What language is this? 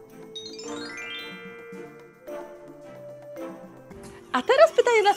Polish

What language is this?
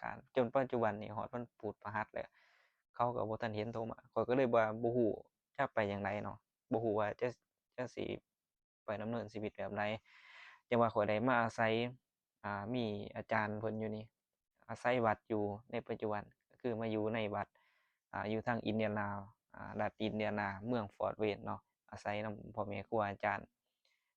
Lao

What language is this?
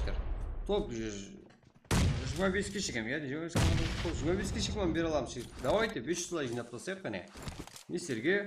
Kara-Kalpak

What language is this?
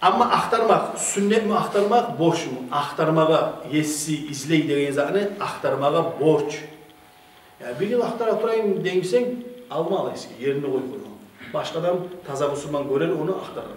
Kumyk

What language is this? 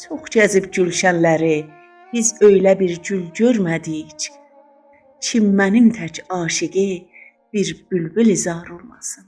South Azerbaijani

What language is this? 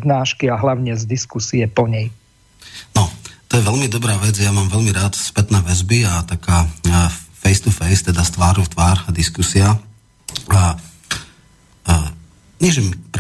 Slovak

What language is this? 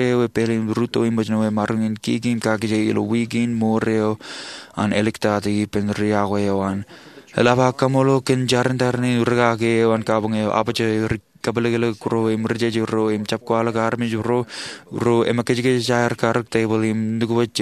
Marshallese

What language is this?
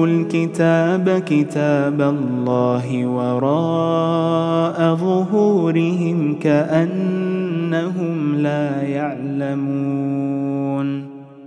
Arabic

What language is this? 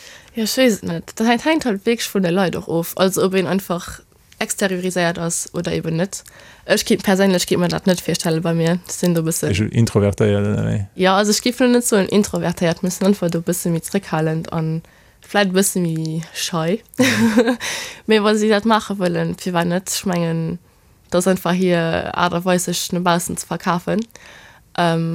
Luxembourgish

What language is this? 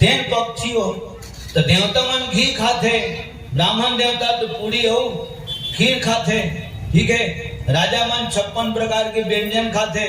Chhattisgarhi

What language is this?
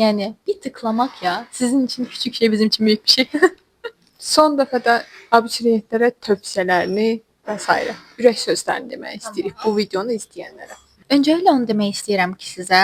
Azerbaijani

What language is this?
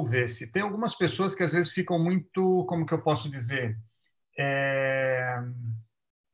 Portuguese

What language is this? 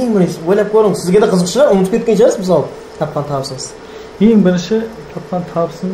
Kara-Kalpak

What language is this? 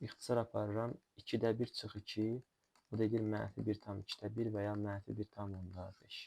Azerbaijani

